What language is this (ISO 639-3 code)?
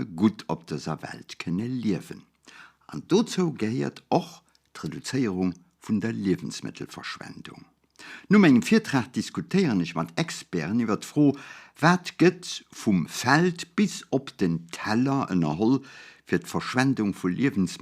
ltz